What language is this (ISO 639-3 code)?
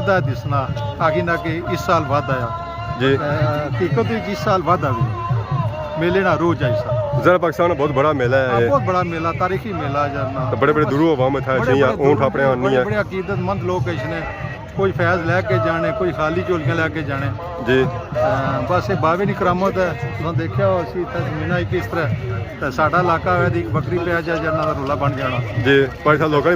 phr